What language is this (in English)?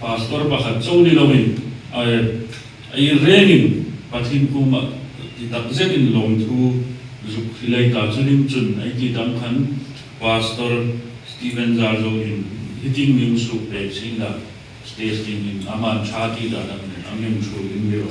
Hmar